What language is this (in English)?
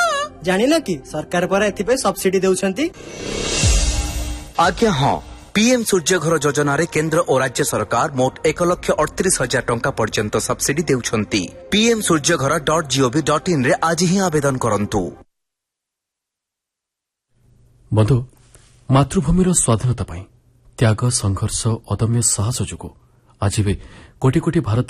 Odia